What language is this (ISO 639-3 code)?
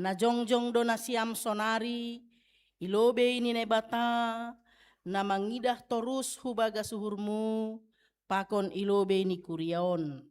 bts